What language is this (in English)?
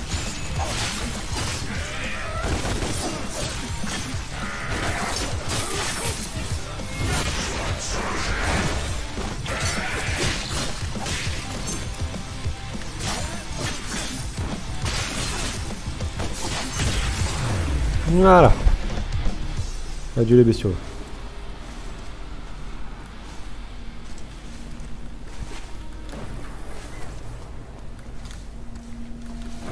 French